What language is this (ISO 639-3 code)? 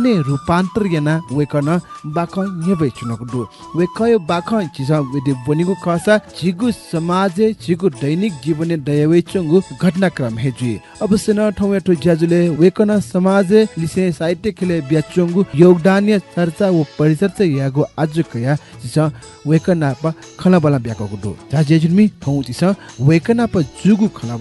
new